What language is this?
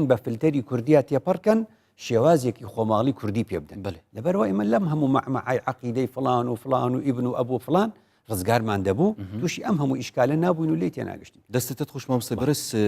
Central Kurdish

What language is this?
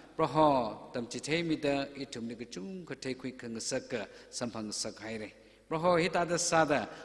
Tangkhul Naga (India)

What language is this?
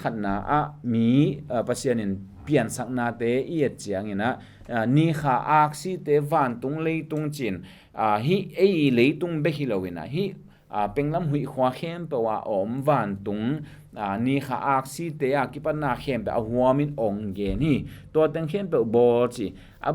Tedim Chin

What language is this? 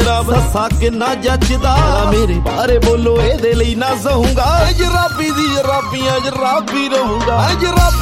Punjabi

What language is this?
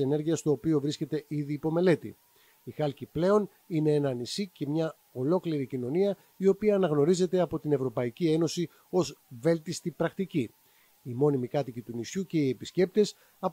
Greek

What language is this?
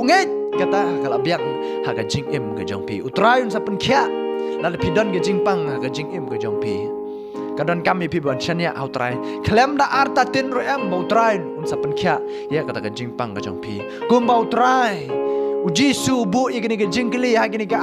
Khasi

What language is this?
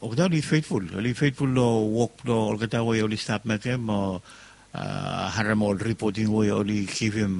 Bislama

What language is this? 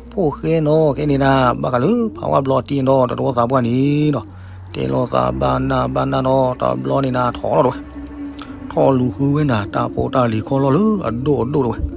S'gaw Karen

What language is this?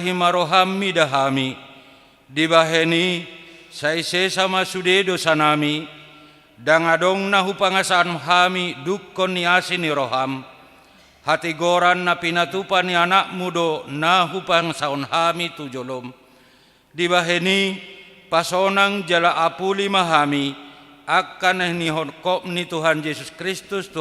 Batak Toba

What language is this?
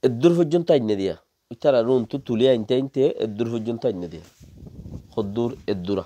Rohingya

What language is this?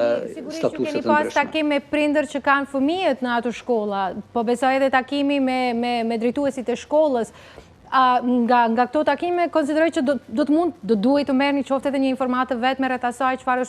Albanian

